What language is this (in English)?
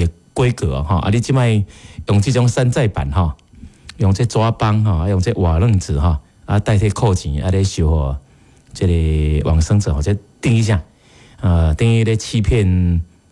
Min Nan Chinese